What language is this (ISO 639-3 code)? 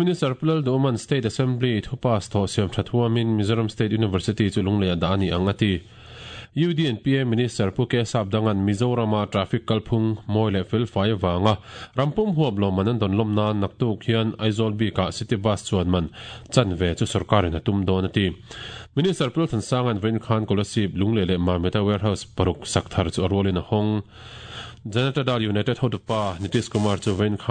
lus